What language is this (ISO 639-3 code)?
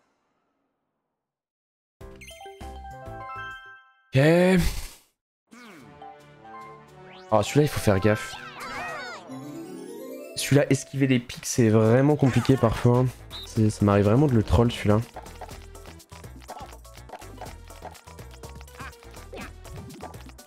fra